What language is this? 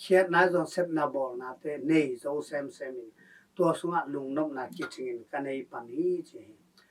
Tedim Chin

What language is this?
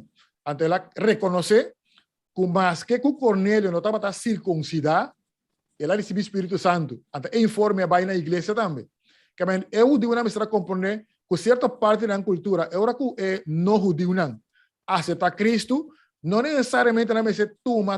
Papiamento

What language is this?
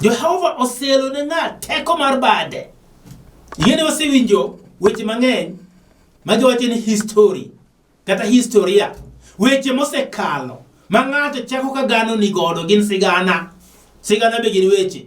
Luo (Kenya and Tanzania)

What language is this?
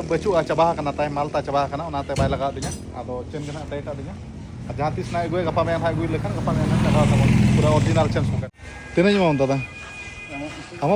Santali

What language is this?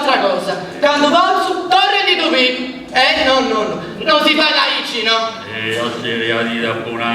Sardinian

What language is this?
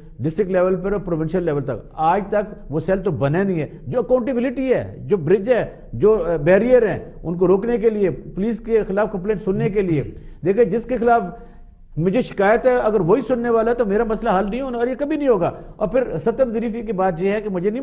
Urdu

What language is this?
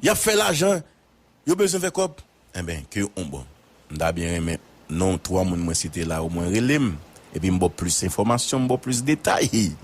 Haitian Creole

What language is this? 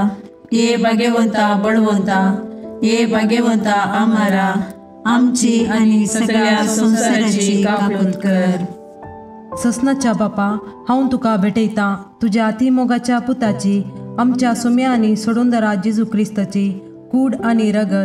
Konkani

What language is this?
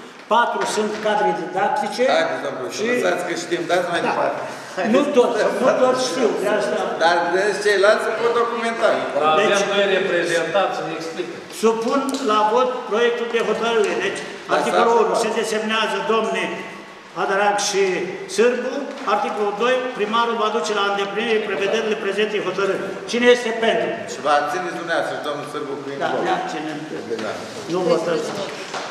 Romanian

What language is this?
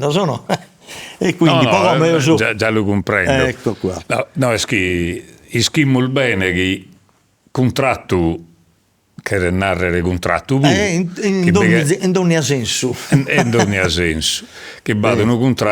Sardinian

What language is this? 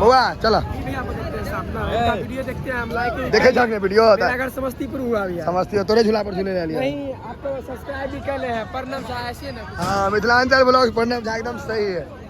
Maithili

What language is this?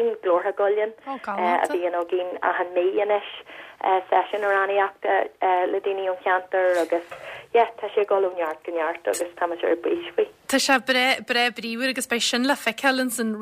Irish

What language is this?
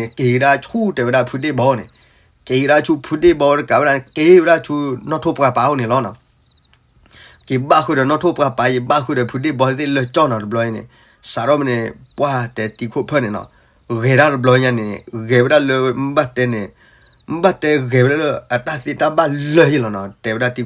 S'gaw Karen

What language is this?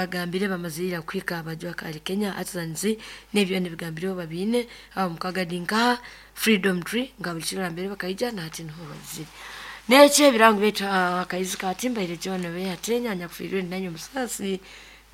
Nyankole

